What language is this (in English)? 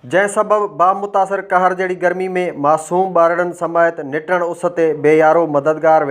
Sindhi